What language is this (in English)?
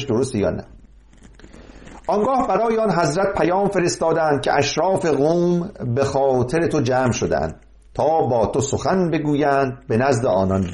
Persian